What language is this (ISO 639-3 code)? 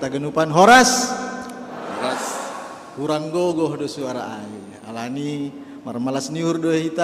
bts